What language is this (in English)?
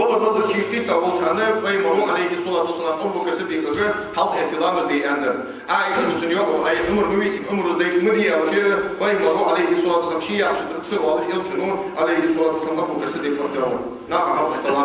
Ingush